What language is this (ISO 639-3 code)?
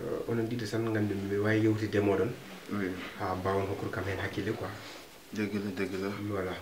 ful